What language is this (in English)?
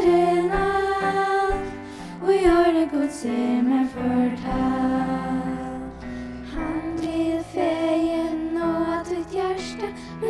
Faroese